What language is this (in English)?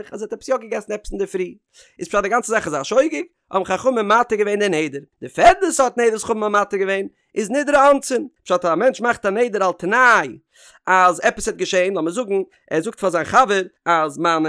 Yiddish